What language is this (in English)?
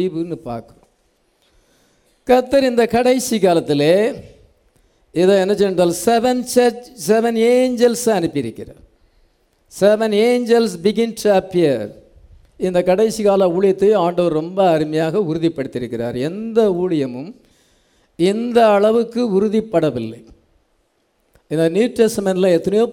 Tamil